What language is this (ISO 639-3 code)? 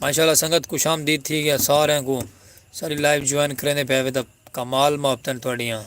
skr